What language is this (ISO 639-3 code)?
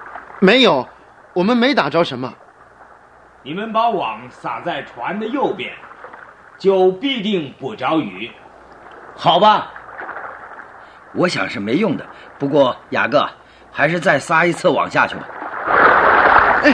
zho